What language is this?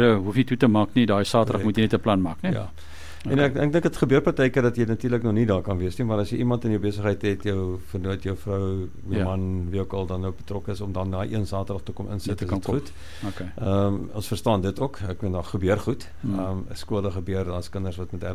Afrikaans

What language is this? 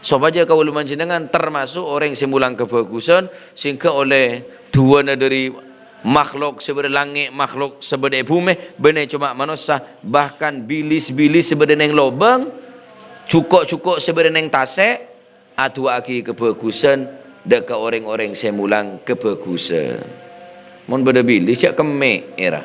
Madurese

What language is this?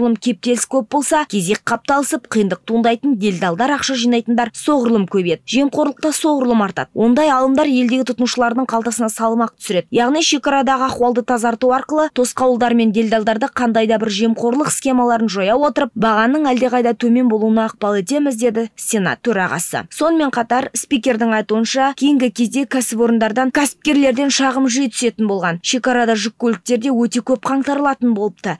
Kazakh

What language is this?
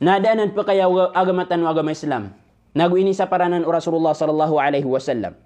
Maranao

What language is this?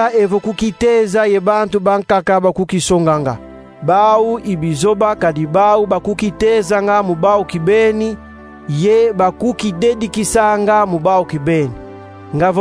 Kongo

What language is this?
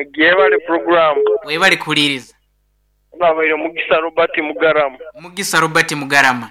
Nyankole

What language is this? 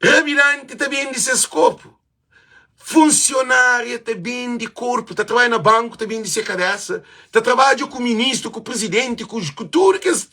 Kabuverdianu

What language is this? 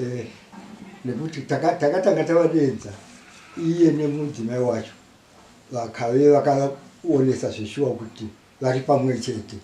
Shona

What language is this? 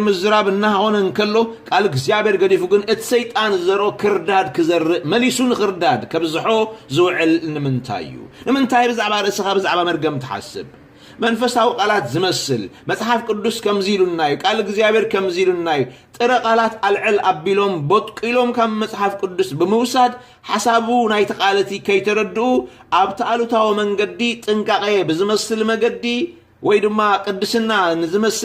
Tigrinya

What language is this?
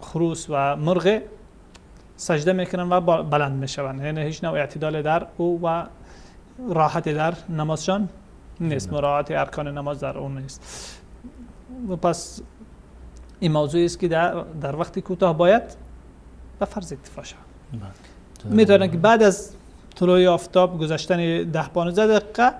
Persian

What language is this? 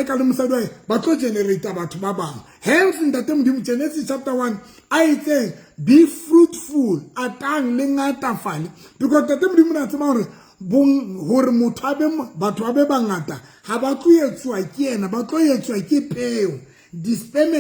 Southern Sotho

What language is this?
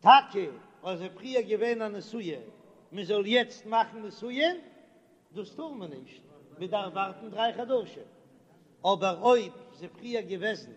Yiddish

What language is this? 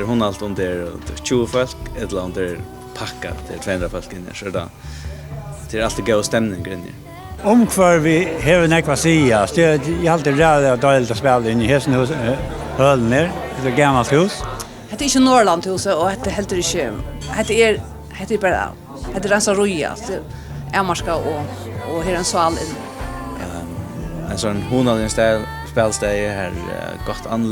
Faroese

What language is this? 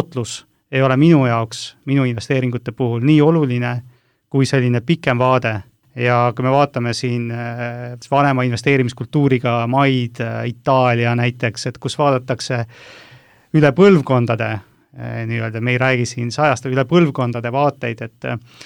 Estonian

